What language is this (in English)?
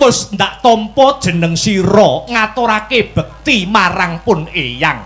Javanese